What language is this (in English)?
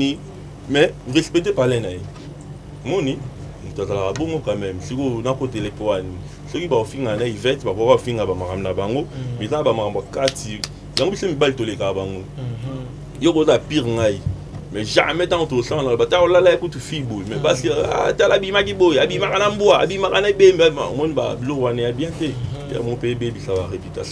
Lingala